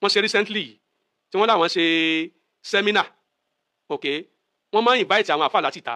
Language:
Yoruba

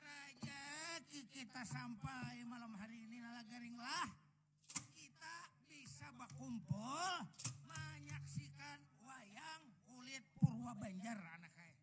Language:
Banjar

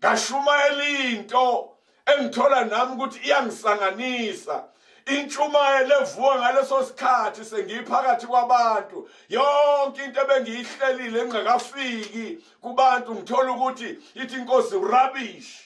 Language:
Zulu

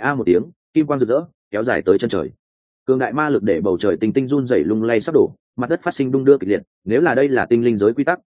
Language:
Vietnamese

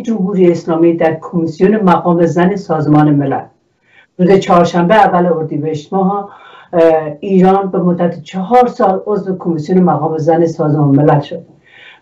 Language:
Persian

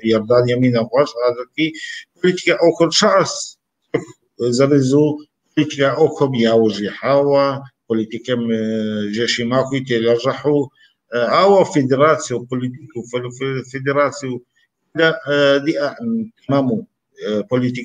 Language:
Kabardian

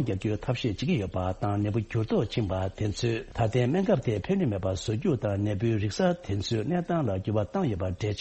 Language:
Tibetan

